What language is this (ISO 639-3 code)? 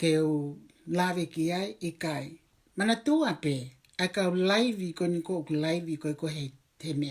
ton